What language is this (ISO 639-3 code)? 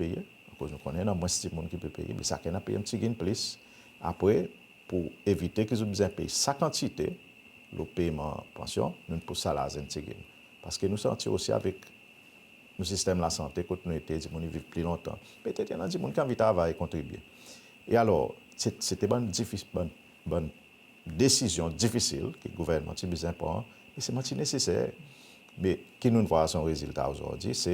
crs